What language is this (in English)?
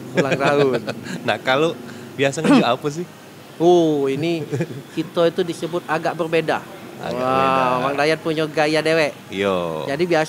Musi